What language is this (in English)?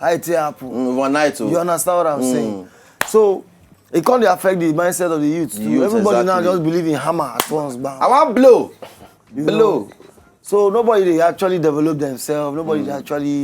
Nigerian Pidgin